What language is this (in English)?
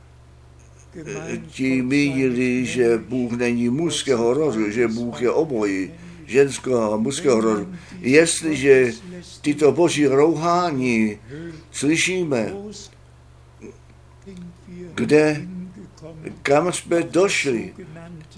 Czech